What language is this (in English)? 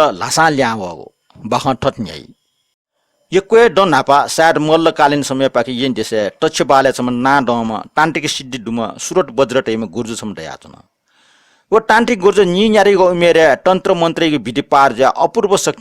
Newari